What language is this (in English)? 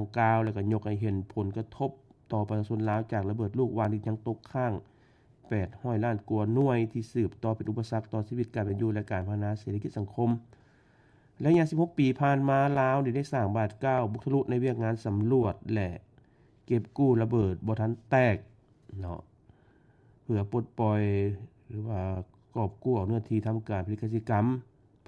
Lao